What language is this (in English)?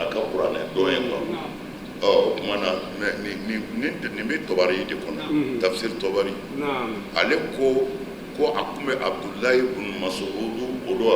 Bambara